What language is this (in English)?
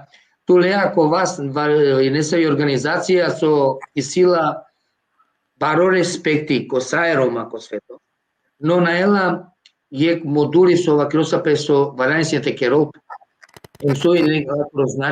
Balkan Romani